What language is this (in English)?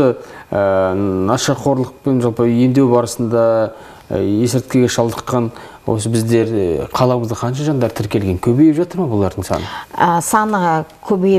Kazakh